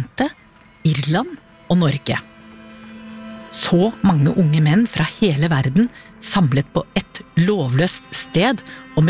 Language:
Norwegian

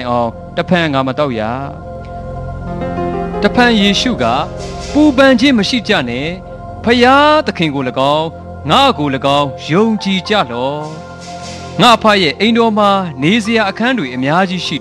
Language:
Burmese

